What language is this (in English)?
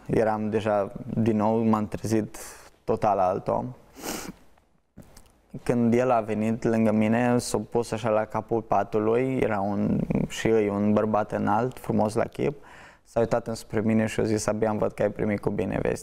Romanian